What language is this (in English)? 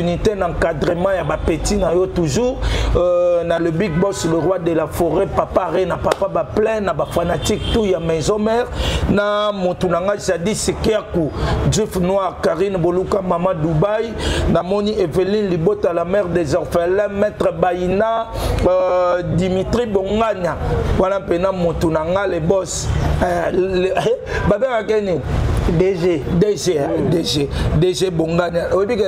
Lingala